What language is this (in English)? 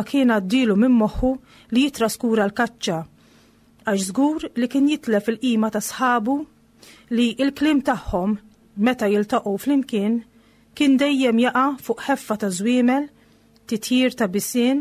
Maltese